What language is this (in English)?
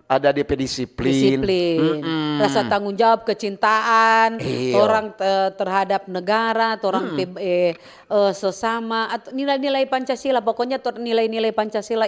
Manado Malay